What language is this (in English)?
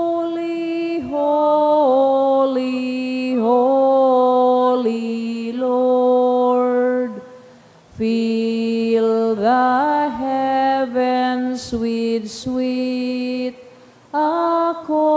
Bikol